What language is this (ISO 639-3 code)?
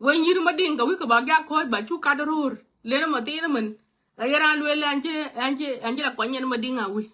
nus